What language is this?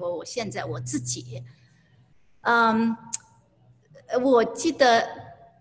Chinese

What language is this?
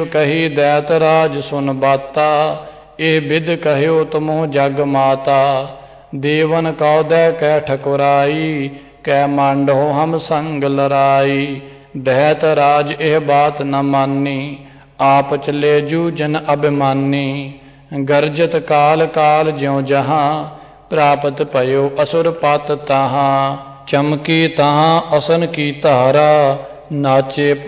Punjabi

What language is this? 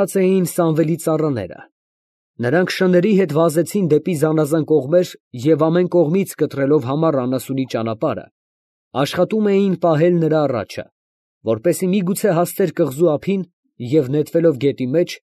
Armenian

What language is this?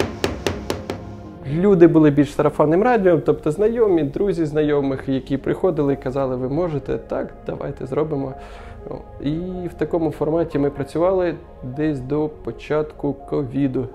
Ukrainian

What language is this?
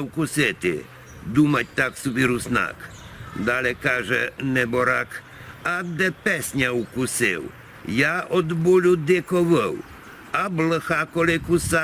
Rusyn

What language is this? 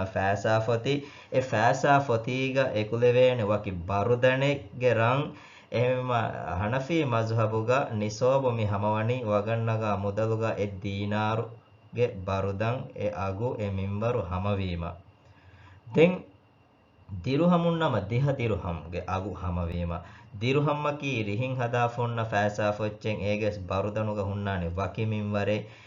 Divehi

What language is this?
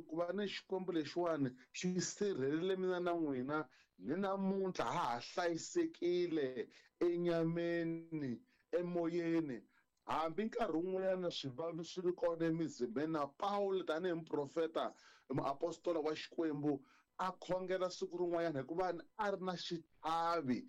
Tsonga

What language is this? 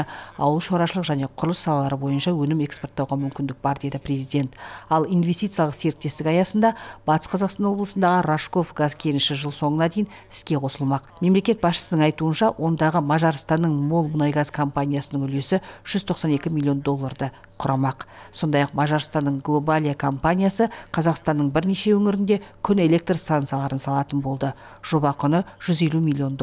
Kazakh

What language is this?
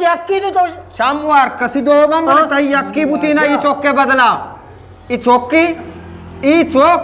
Eastern Balochi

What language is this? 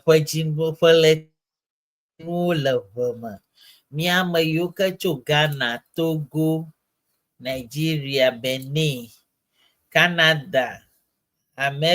Ewe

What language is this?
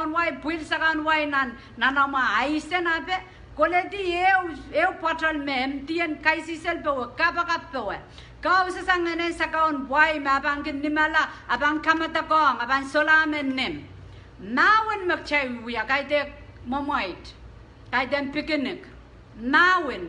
Pohnpeian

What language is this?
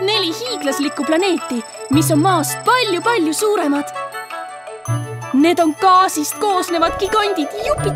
Estonian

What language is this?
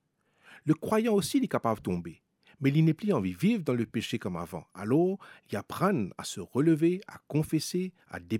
Morisyen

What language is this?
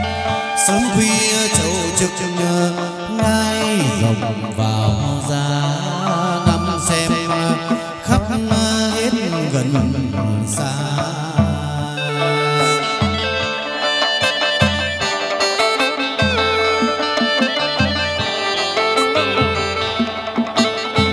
Vietnamese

